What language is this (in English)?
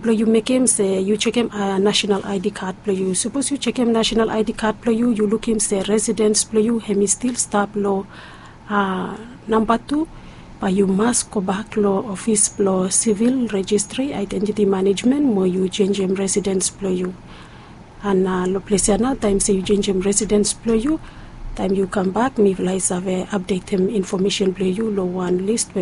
Bislama